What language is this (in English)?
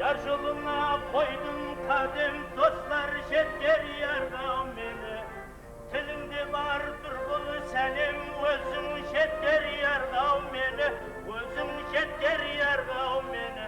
Kara-Kalpak